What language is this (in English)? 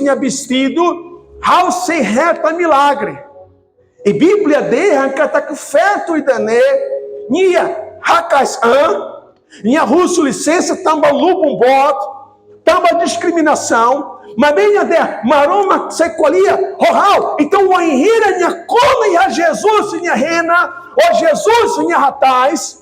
Tetum